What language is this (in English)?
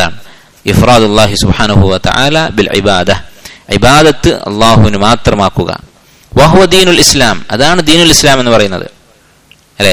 Malayalam